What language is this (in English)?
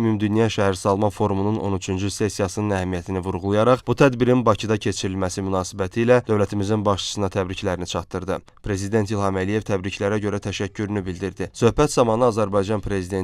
Azerbaijani